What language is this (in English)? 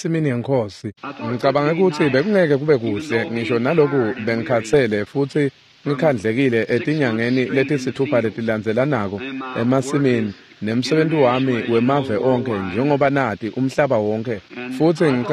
Swati